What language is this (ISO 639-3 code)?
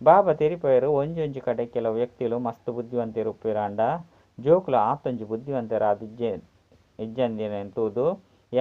tcy